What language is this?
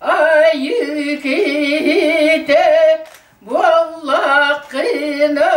Yakut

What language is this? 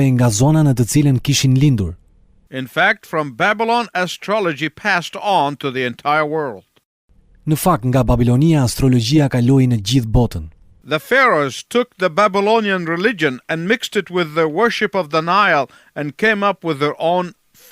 Albanian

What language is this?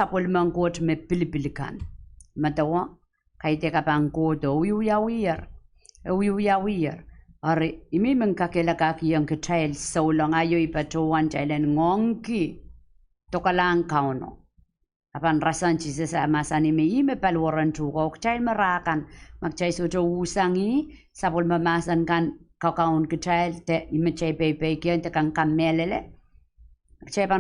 Pohnpeian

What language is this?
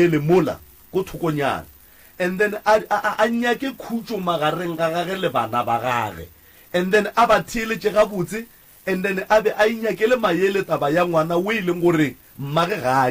Northern Sotho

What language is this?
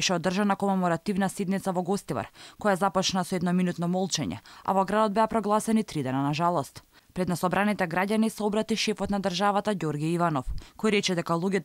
Macedonian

